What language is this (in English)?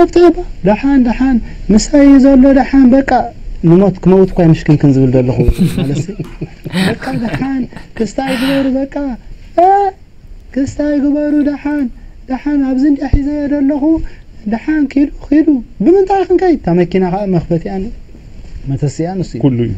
Tigrinya